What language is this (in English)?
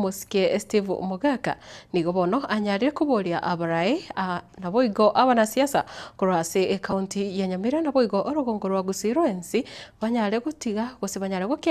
Gusii